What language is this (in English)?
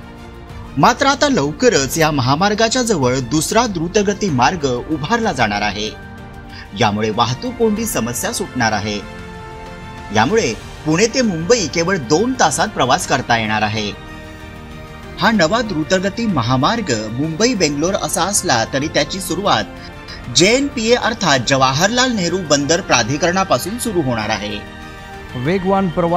Marathi